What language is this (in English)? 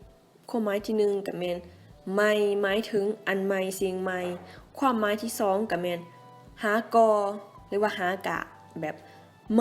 Lao